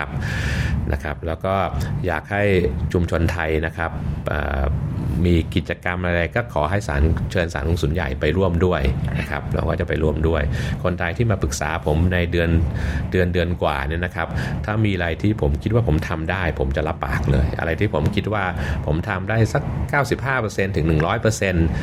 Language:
Thai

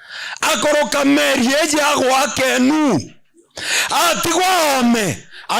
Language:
Meru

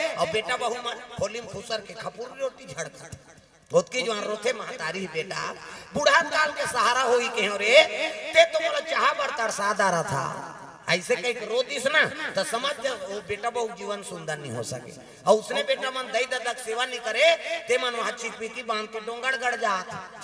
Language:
Chhattisgarhi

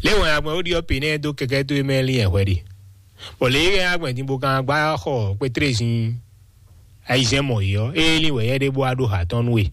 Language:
Fon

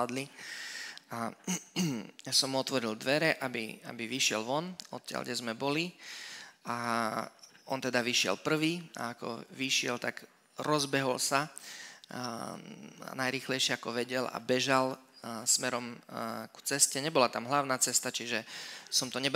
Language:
Slovak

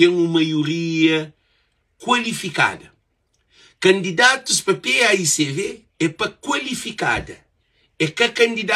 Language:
Kabuverdianu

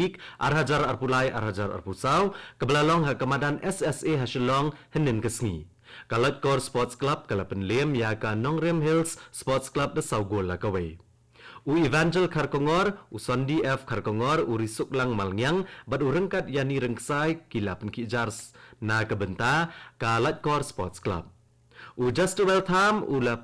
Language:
Khasi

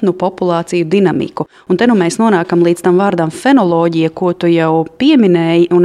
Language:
Latvian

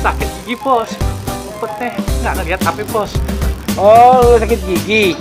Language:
Betawi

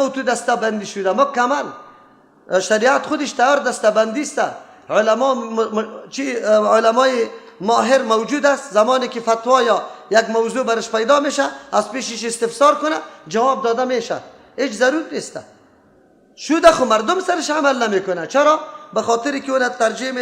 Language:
Persian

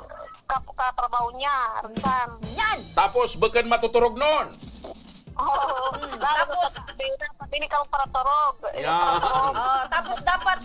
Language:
Bikol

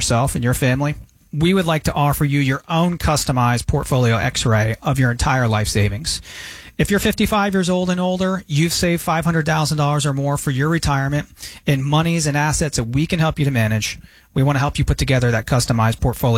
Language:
English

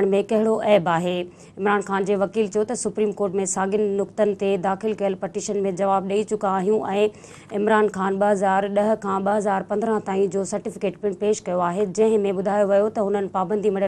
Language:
Sindhi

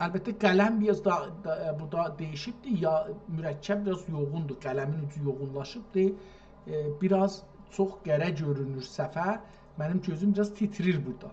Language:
South Azerbaijani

